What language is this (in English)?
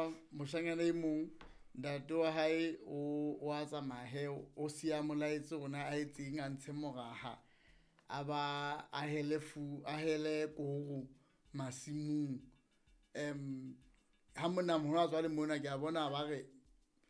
Southern Sotho